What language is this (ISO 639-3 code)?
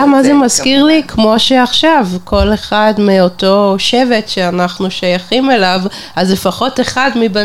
heb